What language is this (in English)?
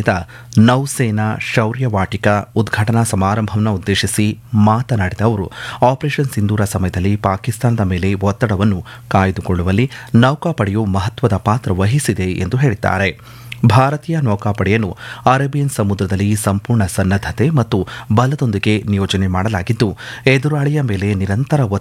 Kannada